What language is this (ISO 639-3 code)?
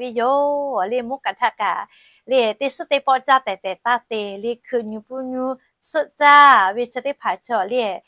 lhu